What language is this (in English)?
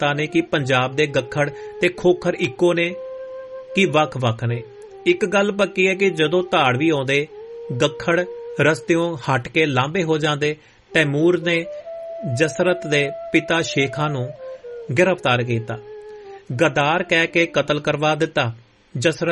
Punjabi